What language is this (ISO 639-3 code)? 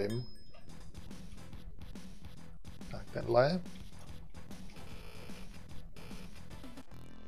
ces